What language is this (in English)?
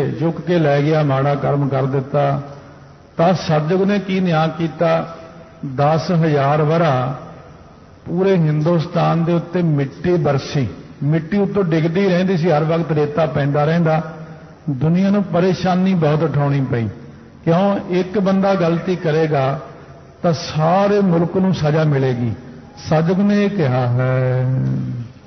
Punjabi